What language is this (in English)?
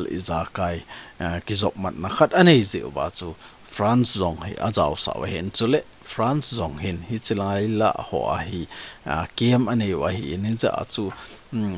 Thado Chin